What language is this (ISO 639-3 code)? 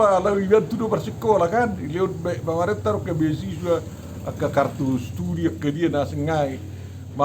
bbc